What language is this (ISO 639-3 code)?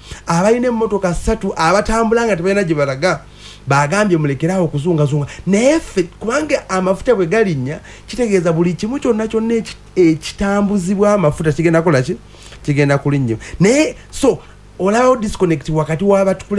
lug